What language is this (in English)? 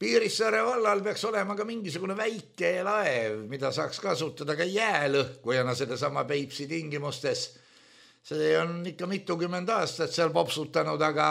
Estonian